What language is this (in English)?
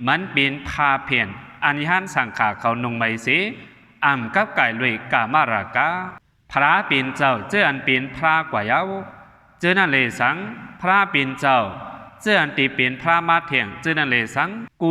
Shan